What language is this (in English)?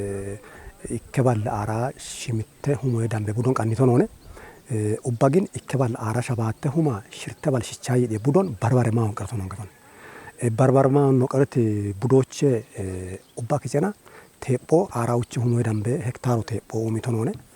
Kafa